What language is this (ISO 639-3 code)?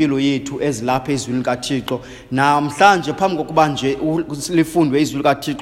xho